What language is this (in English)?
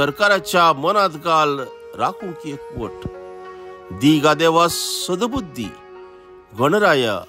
Konkani